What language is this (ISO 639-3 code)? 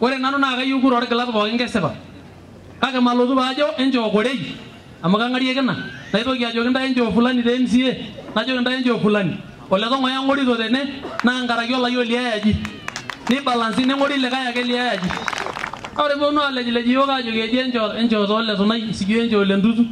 mas